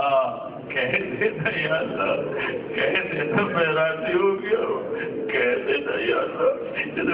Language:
Urdu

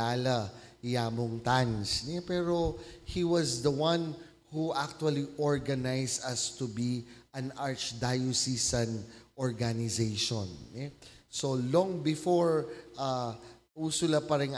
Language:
Pampanga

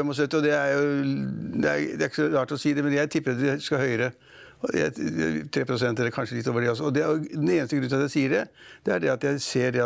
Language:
Norwegian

